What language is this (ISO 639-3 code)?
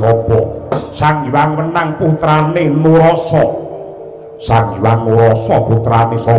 jav